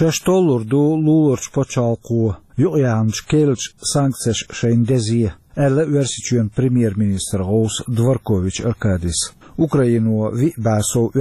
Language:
Chechen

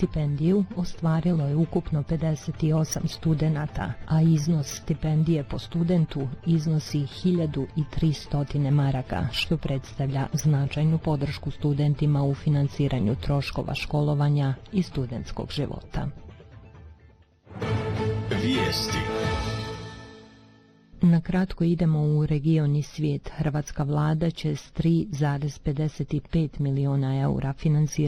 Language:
Bosnian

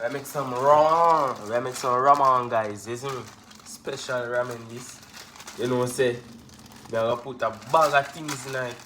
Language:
Jamaican Creole English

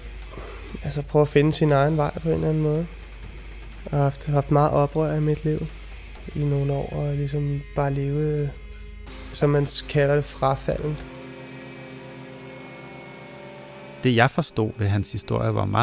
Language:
Danish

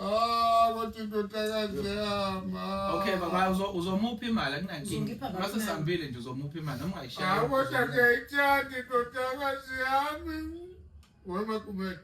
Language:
Zulu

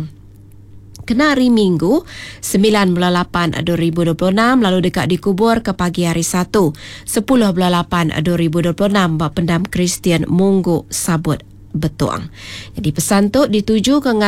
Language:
Iban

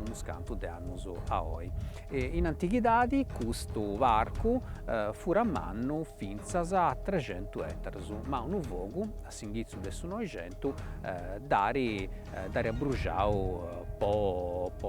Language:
Sardinian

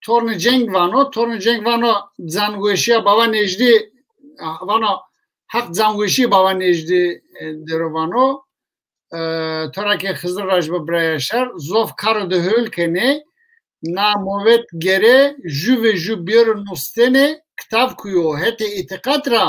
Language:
Zaza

